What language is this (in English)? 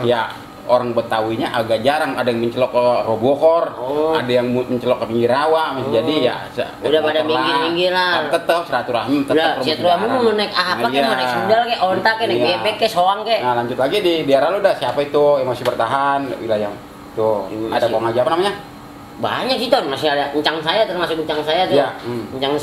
Betawi